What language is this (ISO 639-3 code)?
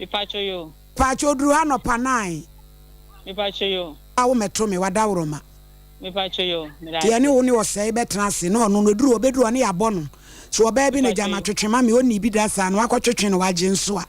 aka